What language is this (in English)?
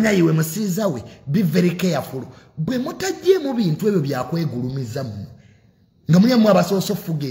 Ganda